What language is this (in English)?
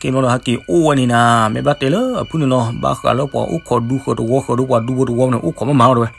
S'gaw Karen